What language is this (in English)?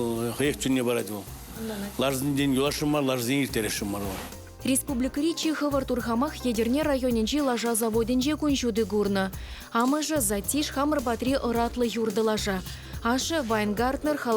Chuvash